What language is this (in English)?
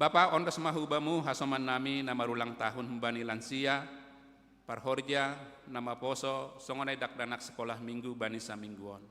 Batak Simalungun